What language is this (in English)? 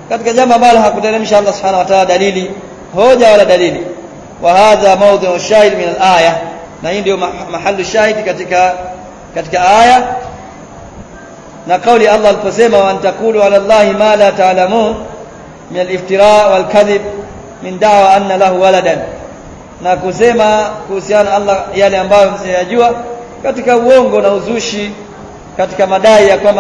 Swahili